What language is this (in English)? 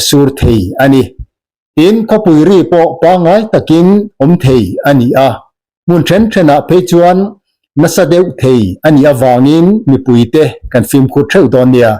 Mizo